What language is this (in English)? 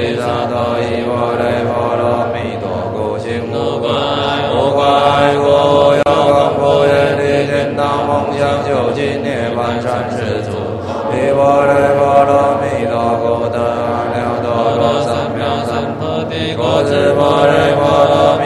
Chinese